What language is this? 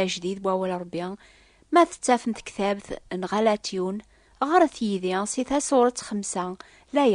Kabyle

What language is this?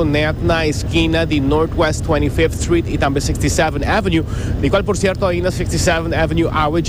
Papiamento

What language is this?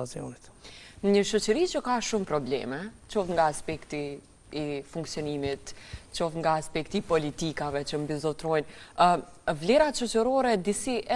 Albanian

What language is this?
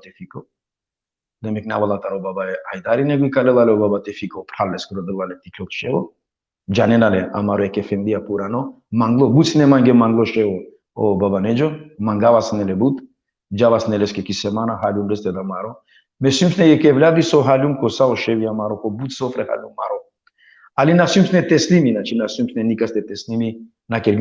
Balkan Romani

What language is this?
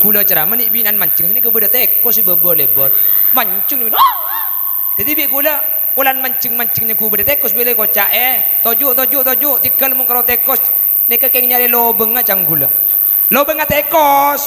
Madurese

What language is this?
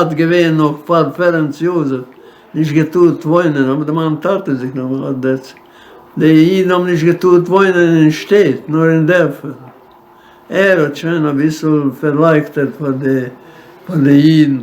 Yiddish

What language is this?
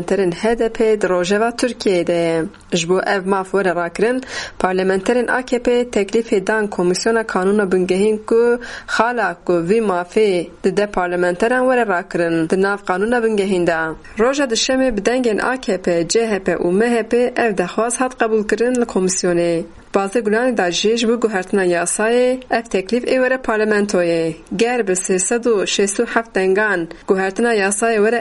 Kurdish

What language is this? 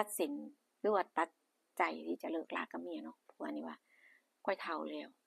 Northeastern Thai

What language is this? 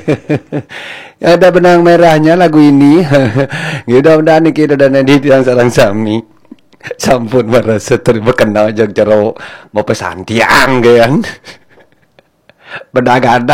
Balinese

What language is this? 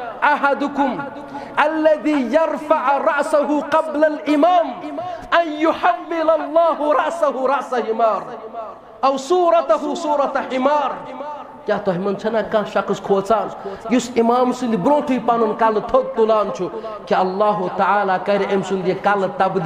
Kashmiri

